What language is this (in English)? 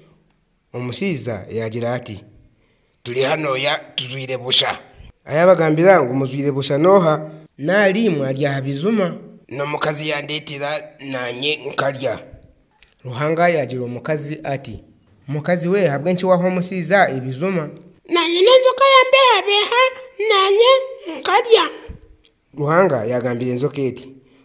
Nyankole